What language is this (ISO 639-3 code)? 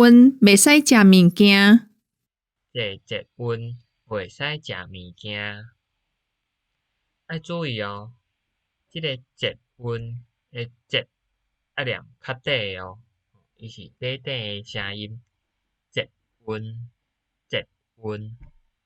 nan